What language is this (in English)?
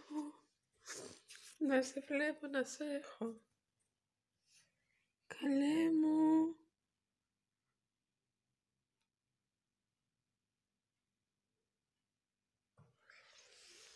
Greek